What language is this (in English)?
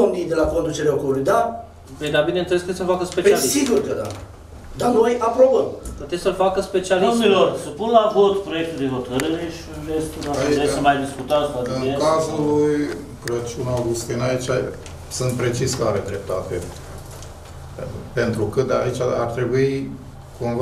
Romanian